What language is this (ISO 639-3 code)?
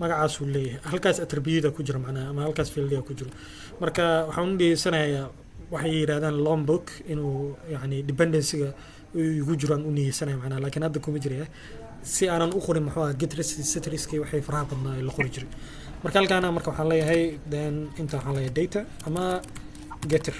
som